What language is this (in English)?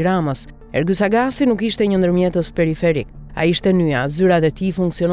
Albanian